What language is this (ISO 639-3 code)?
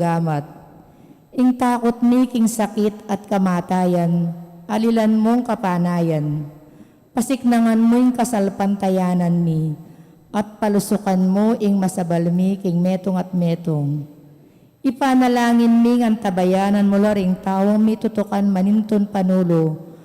pam